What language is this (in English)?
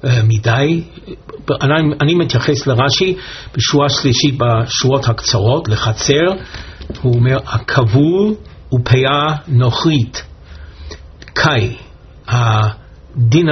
Hebrew